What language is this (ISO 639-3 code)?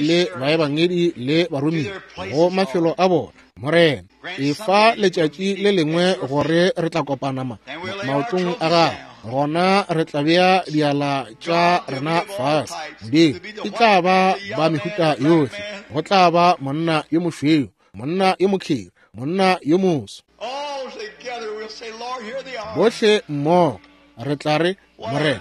nso